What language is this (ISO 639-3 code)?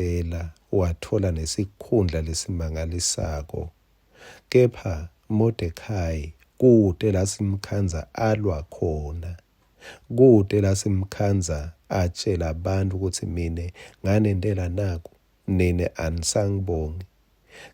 ssw